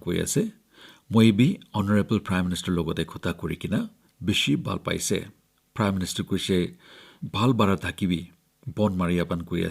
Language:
Naga Pidgin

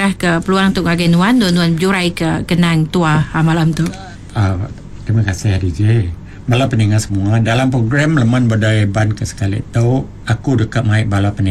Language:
Iban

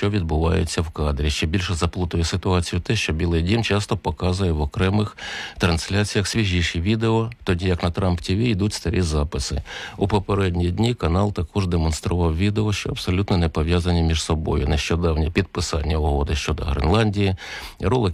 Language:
Ukrainian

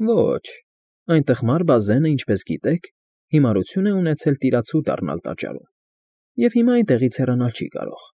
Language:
Armenian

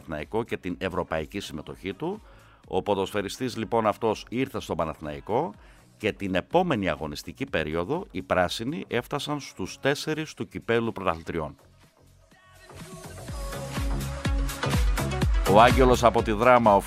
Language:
Greek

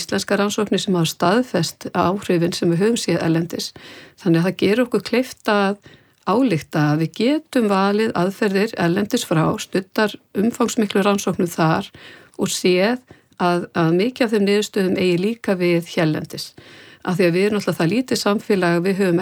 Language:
Icelandic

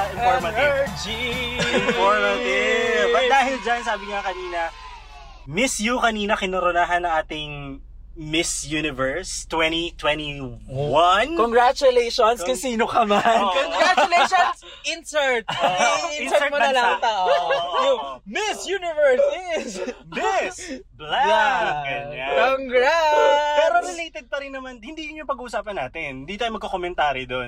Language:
Filipino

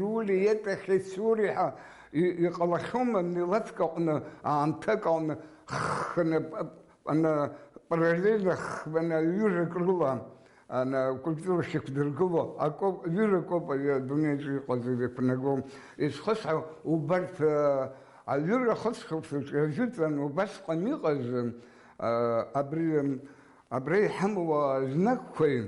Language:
Abkhazian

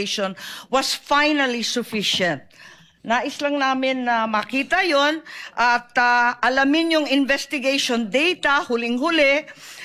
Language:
Filipino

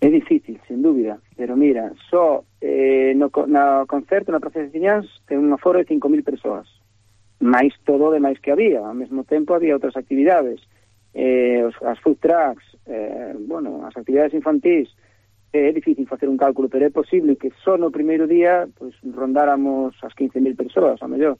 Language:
Galician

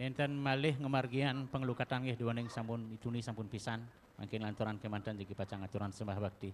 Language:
Balinese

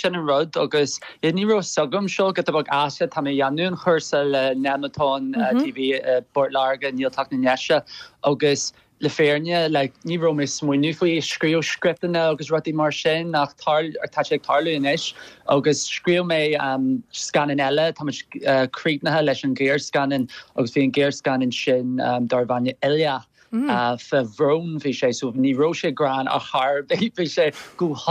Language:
Irish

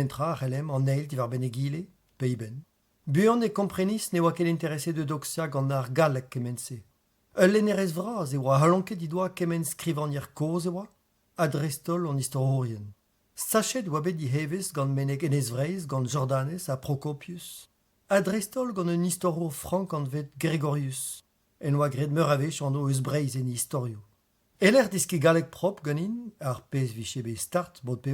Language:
Breton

